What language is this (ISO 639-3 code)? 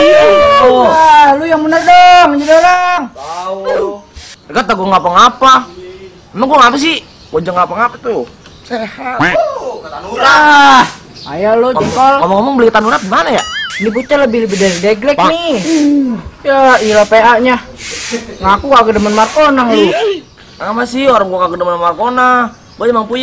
bew